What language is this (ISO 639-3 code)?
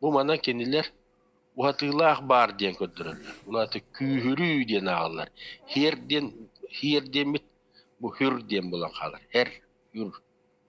sah